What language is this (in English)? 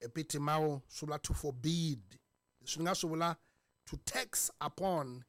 Tsonga